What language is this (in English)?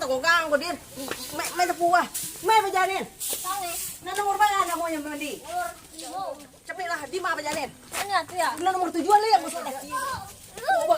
Minangkabau